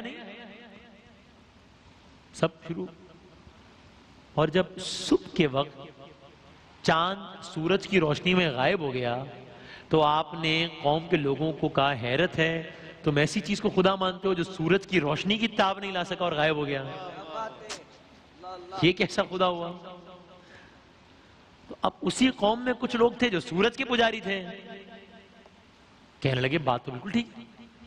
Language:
Urdu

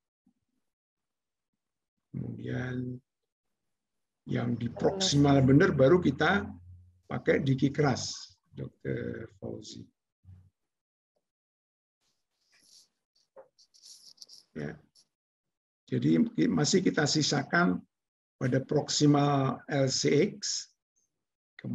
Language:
Indonesian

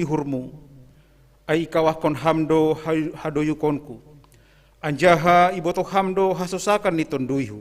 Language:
Batak Simalungun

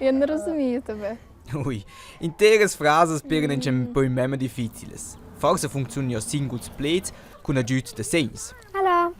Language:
Romansh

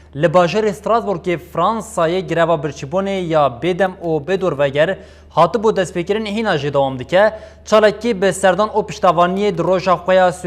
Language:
Kurdish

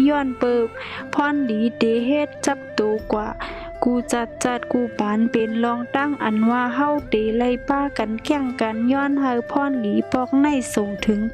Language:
Shan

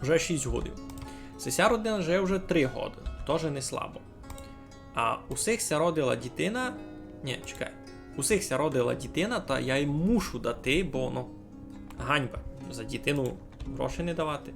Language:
Rusyn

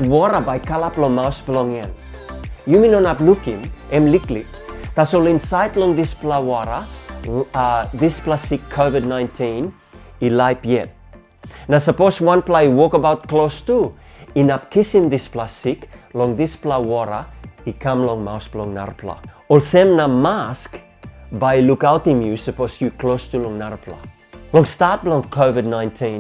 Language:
Tok Pisin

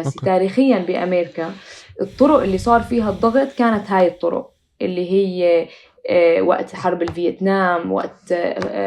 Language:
North Levantine Arabic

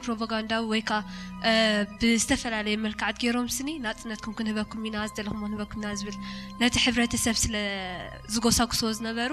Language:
Tigrinya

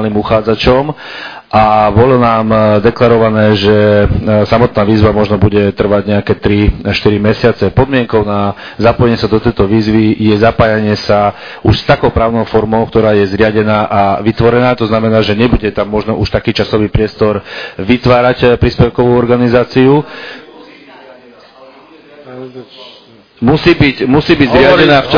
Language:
Slovak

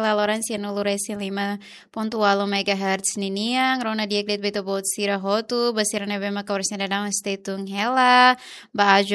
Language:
Tetum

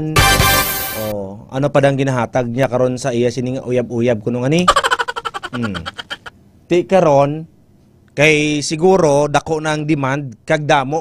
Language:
Hiligaynon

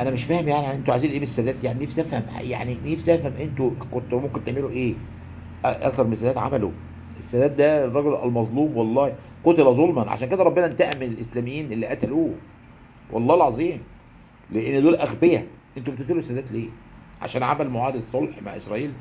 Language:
Egyptian Arabic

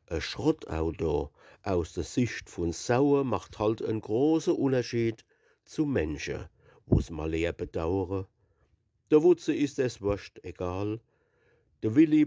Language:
Palatine German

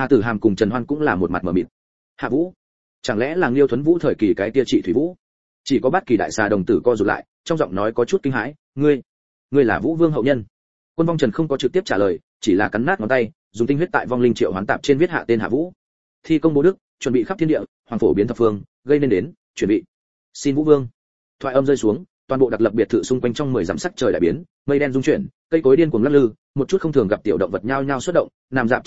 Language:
Vietnamese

